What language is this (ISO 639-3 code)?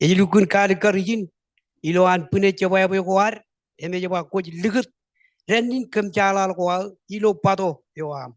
mah